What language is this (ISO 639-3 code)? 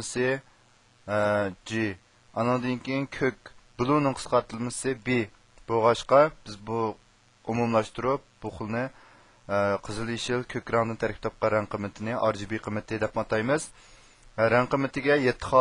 uig